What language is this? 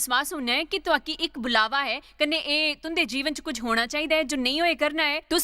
Dogri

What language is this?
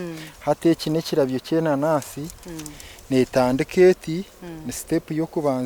Nyankole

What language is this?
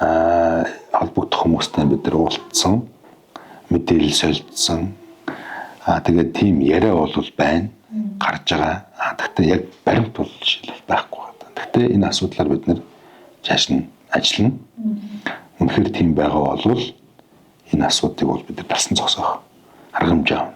Mongolian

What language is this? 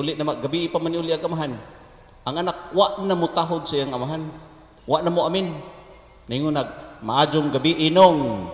Cebuano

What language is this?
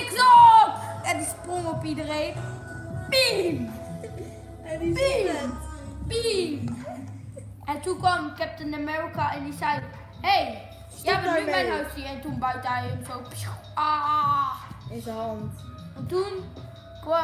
Dutch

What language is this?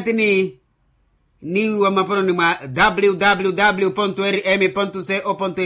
Makhuwa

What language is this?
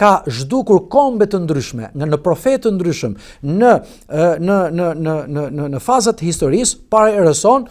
Albanian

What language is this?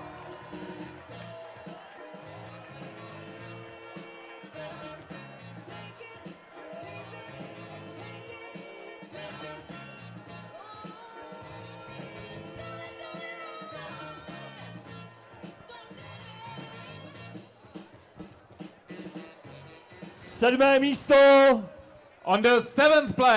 Czech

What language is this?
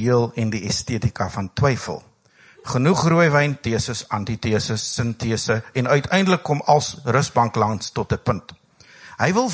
Afrikaans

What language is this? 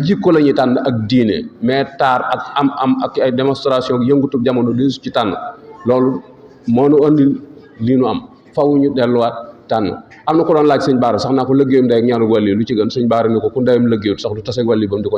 Wolof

